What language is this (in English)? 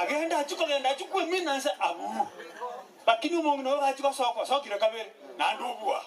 Gusii